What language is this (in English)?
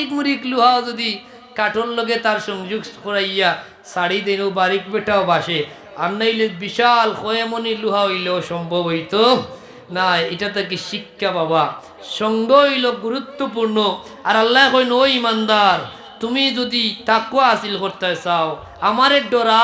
Sylheti